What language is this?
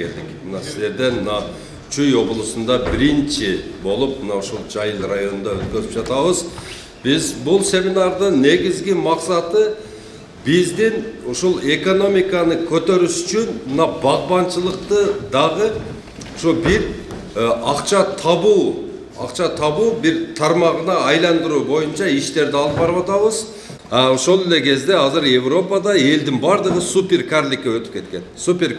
Kyrgyz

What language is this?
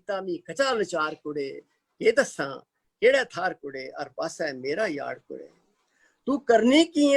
Dogri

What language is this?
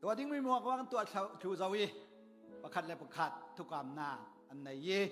Falam Chin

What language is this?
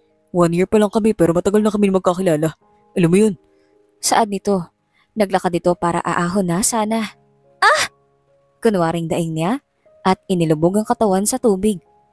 Filipino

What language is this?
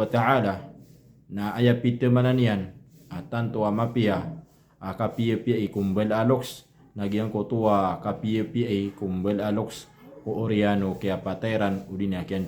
Maranao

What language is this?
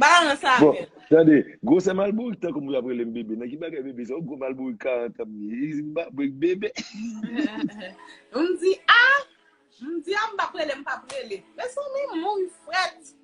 Haitian Creole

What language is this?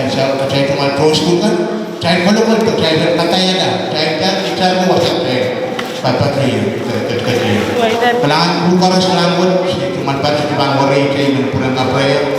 Pohnpeian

